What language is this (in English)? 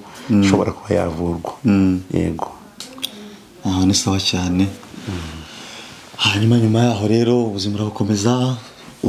Kinyarwanda